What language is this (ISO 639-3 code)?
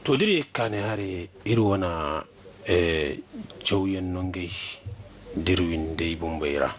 dje